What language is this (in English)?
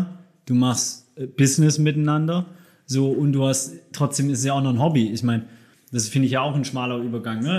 German